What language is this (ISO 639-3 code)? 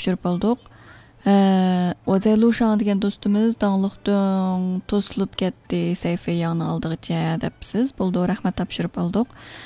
uig